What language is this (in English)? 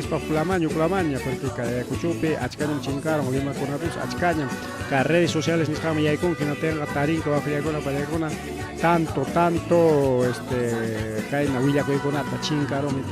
Ayacucho Quechua